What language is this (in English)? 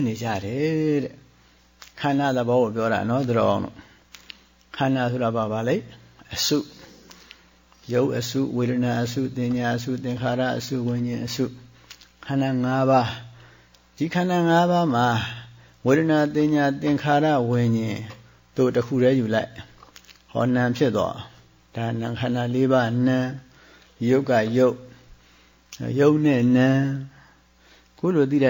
Burmese